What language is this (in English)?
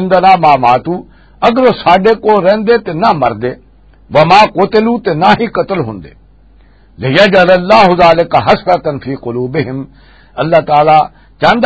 Western Panjabi